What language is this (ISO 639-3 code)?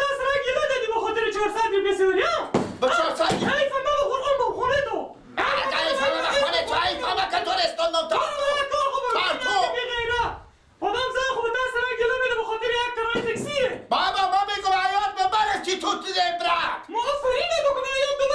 fas